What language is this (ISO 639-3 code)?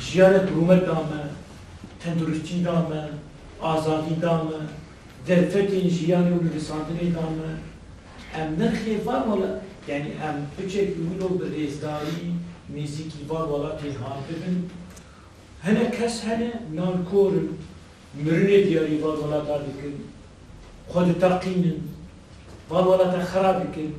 kur